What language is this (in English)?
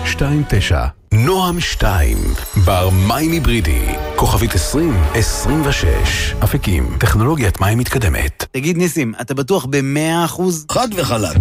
Hebrew